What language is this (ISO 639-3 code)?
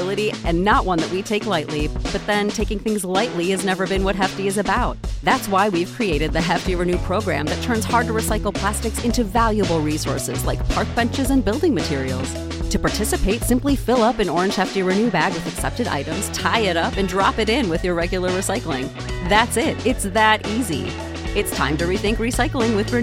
eng